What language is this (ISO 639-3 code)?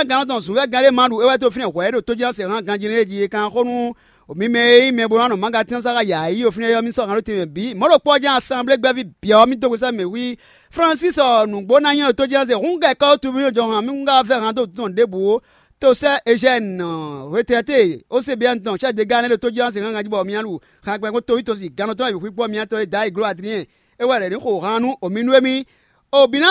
fon